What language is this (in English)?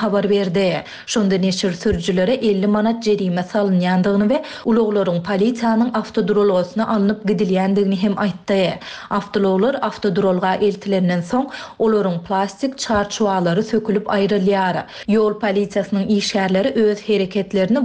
Turkmen